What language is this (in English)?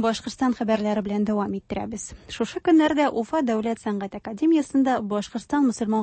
Tatar